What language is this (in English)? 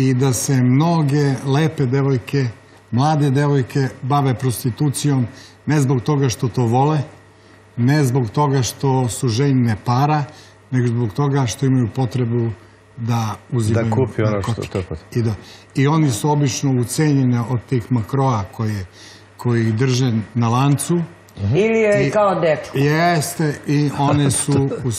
Serbian